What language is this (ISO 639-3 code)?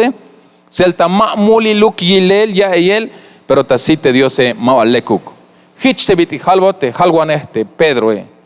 tzh